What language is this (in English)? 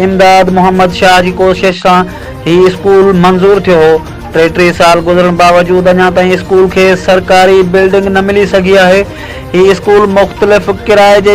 Sindhi